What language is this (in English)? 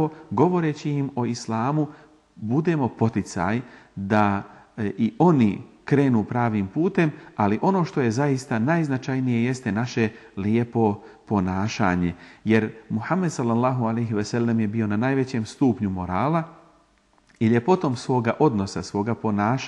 Bosnian